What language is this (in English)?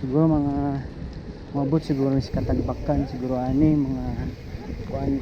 Cebuano